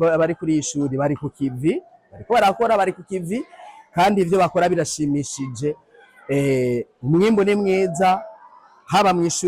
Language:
Rundi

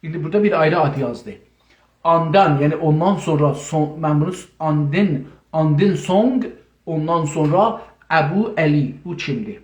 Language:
South Azerbaijani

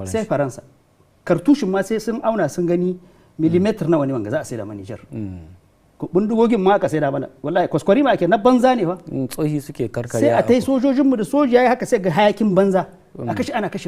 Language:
Hausa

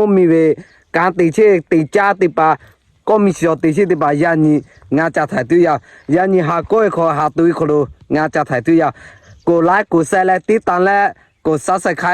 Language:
Lahu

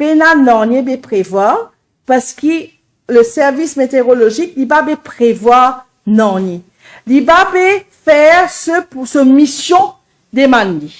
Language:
Morisyen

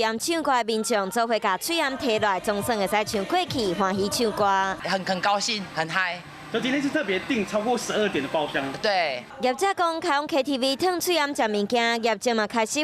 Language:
Min Nan Chinese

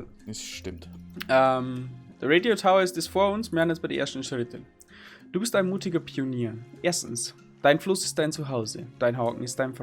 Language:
Bavarian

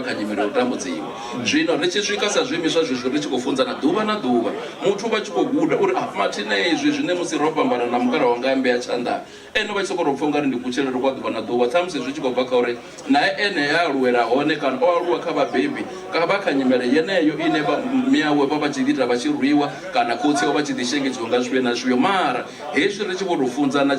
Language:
Venda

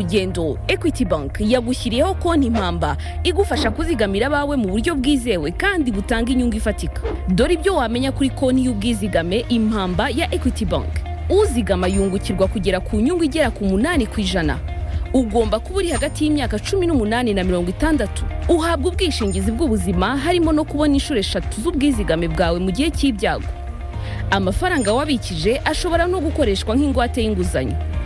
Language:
Kinyarwanda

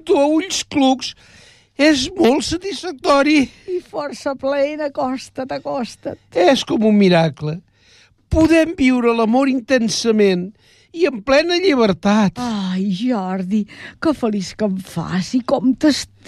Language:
Catalan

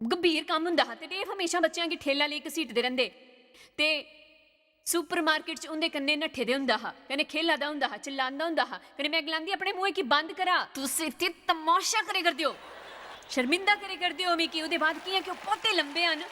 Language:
Dogri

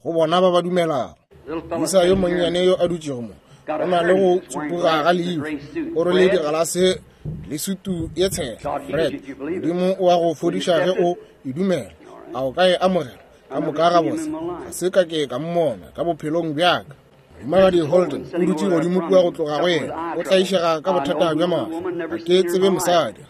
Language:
Northern Sotho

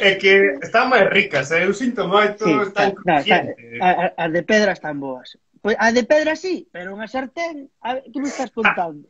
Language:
Galician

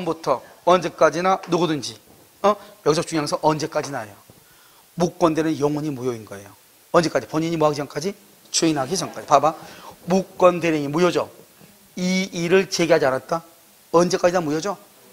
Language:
Korean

